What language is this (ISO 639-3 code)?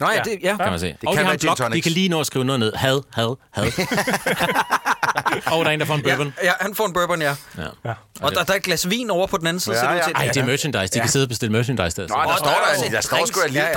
dan